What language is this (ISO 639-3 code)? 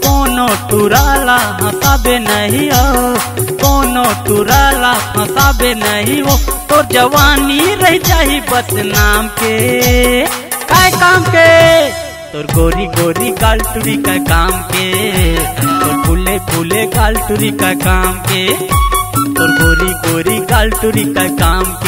hne